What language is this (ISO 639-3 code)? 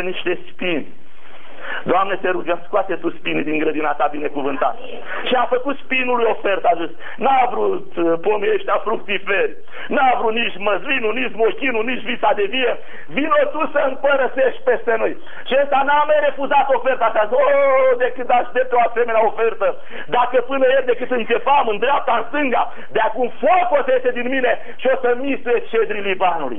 ron